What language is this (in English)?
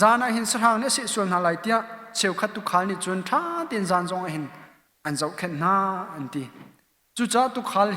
Hakha Chin